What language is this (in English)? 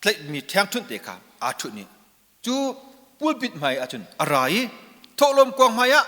Hakha Chin